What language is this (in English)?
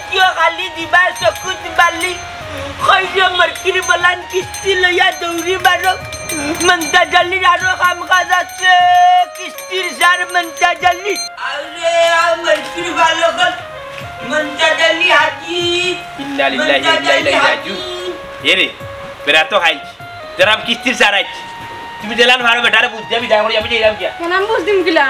Sylheti